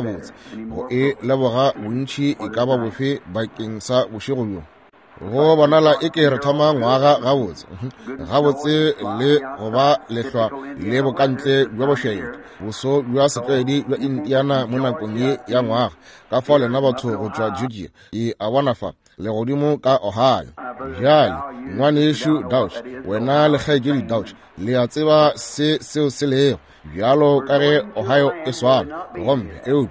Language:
Northern Sotho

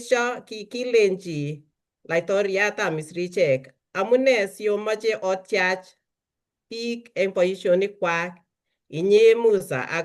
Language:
Kalenjin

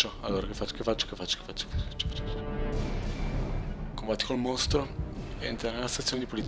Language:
Italian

